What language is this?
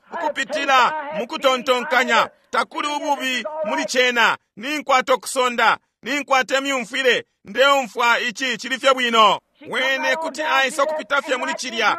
Bemba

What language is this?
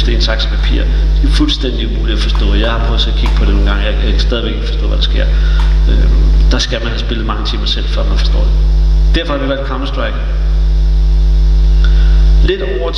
Danish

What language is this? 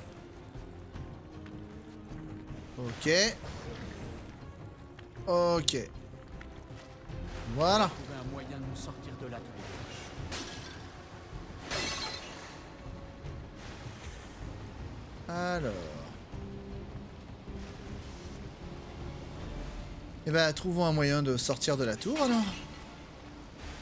French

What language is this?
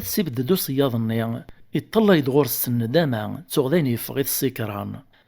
Kabyle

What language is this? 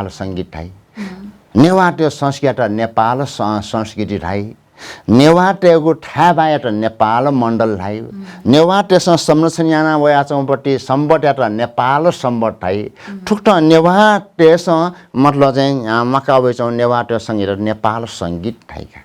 Newari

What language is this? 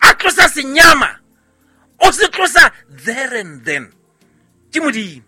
Southern Sotho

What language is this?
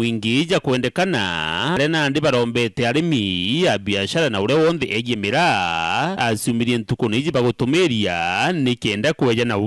Meru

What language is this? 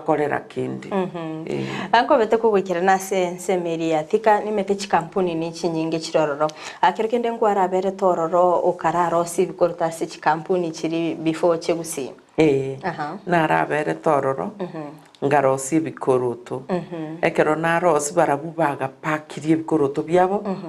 Gusii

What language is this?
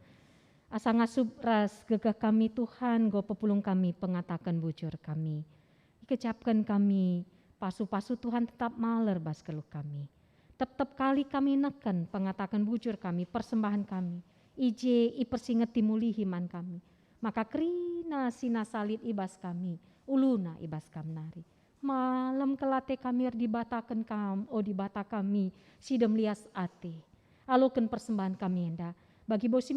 Batak Karo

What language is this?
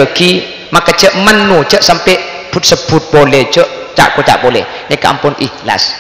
Madurese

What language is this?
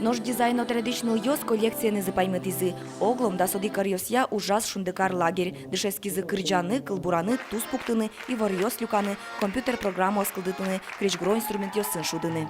Udmurt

